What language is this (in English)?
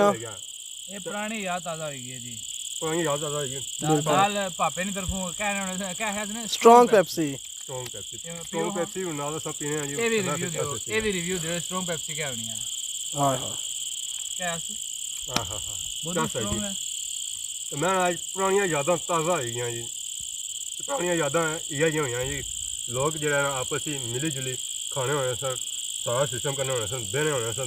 Pahari-Potwari